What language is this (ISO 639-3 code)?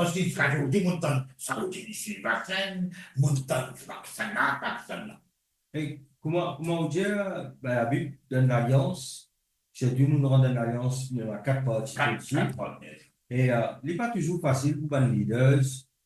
mfe